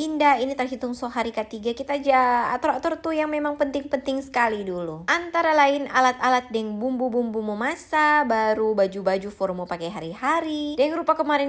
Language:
Manado Malay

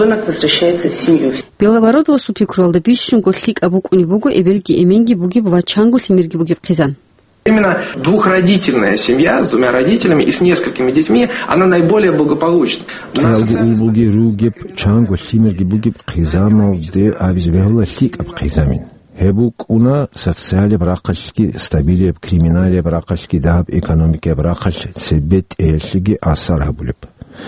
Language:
Avaric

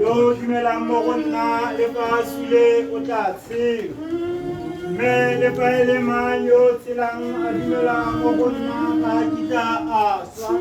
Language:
Tswana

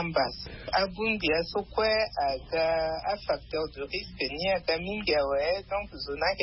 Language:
Sango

